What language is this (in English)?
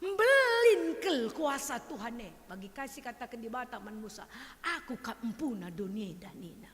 Batak Karo